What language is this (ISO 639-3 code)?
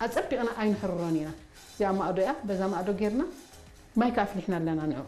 tir